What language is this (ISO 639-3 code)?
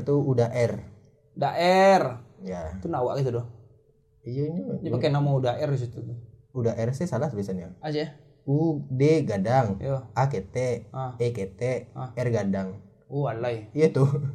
ind